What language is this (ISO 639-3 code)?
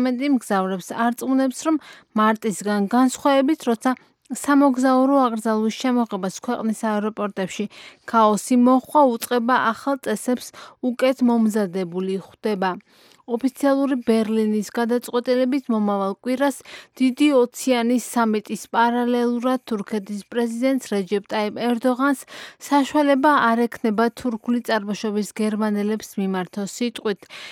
kat